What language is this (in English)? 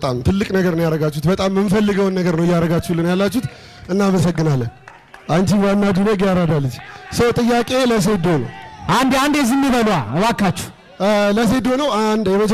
Amharic